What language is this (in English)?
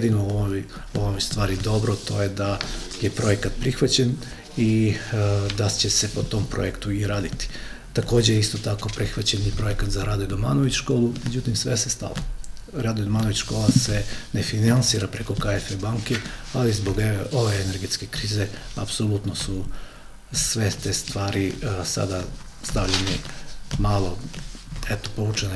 Serbian